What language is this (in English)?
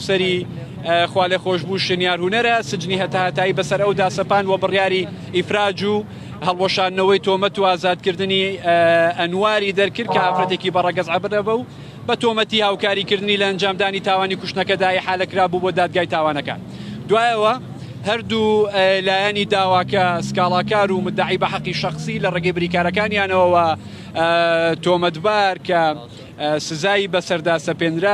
Central Kurdish